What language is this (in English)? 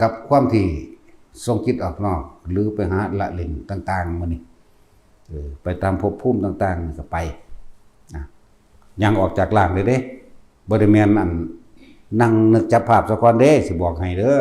Northeastern Thai